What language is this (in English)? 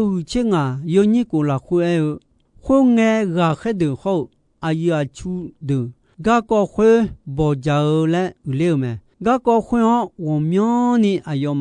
Akha